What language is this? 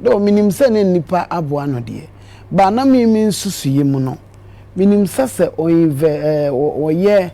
Akan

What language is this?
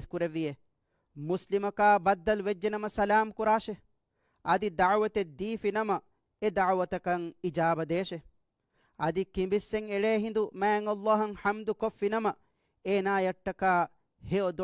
Divehi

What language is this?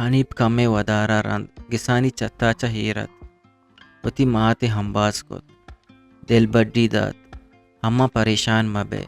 Eastern Balochi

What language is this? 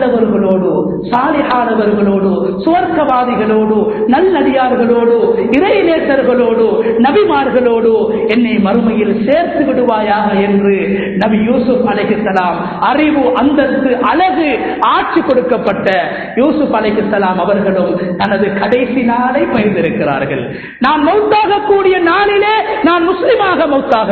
Tamil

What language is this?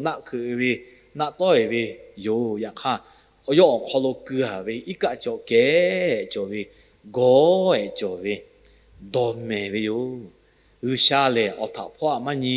Lahu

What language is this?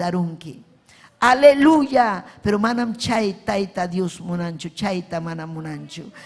Ayacucho Quechua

